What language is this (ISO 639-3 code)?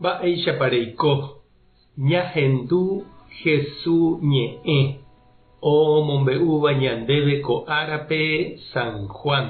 grn